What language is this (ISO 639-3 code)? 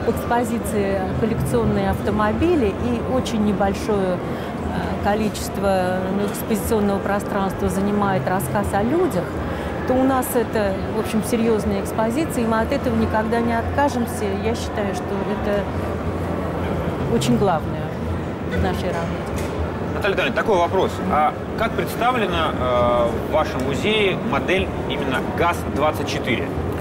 rus